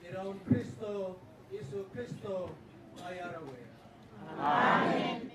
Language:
Gilbertese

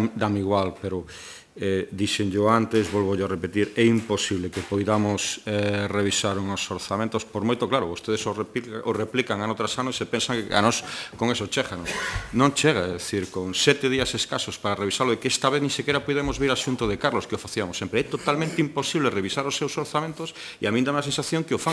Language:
Galician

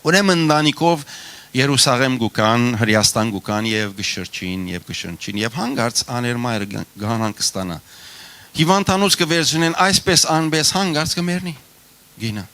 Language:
Western Armenian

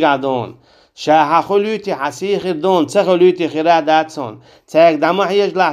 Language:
Chechen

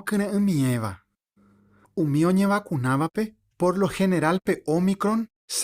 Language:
Guarani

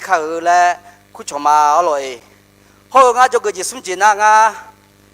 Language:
Akha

